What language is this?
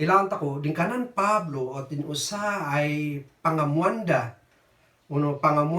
Kankanaey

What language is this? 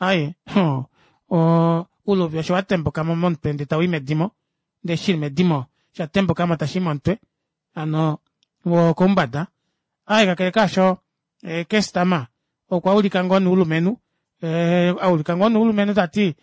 Kuanyama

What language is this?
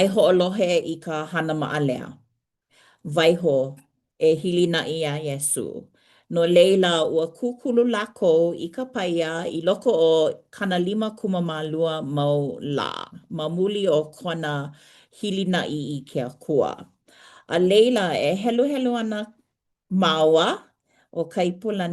Hawaiian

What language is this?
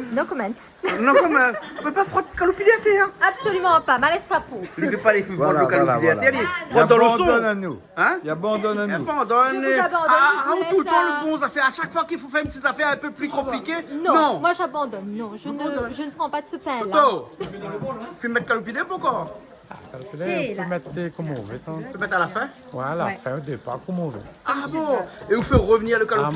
Réunion Creole French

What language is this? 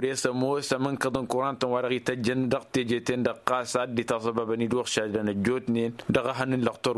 Tamasheq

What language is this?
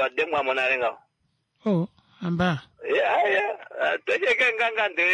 Kuanyama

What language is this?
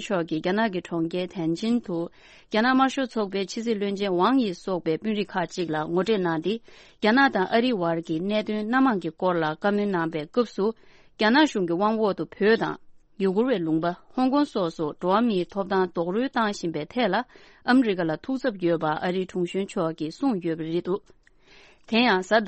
Tibetan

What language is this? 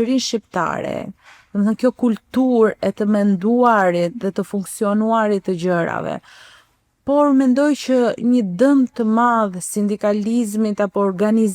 Albanian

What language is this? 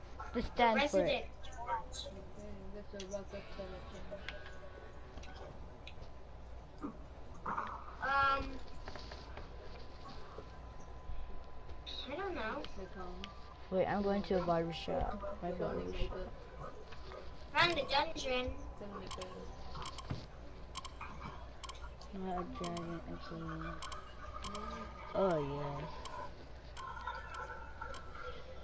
English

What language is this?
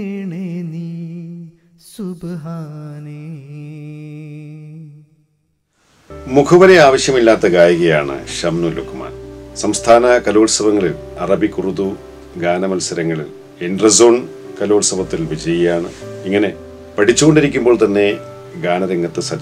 Malayalam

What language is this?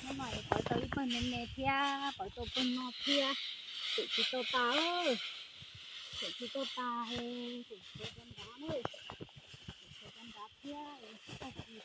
Hmong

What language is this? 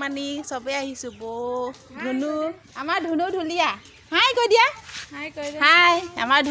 Assamese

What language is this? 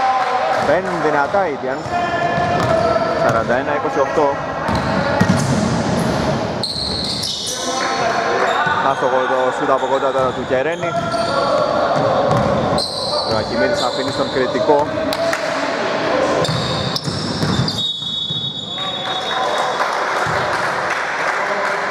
Greek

